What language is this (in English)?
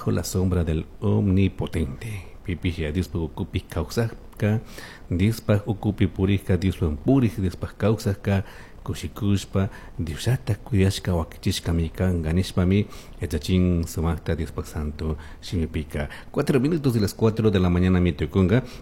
Chimborazo Highland Quichua